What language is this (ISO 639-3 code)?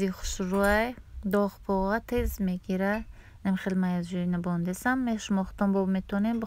tgk